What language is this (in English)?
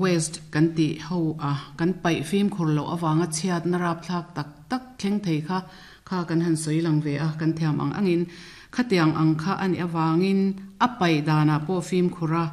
Mizo